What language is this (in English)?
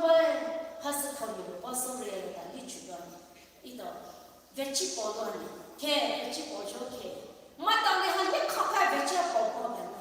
Poumei Naga